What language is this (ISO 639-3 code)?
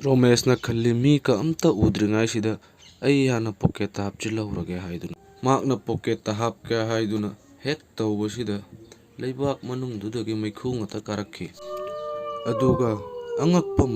mni